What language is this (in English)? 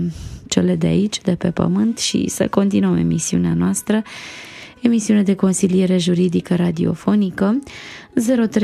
Romanian